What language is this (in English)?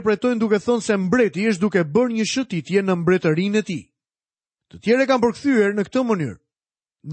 Albanian